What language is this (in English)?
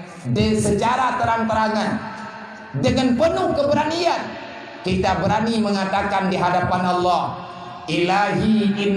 Achinese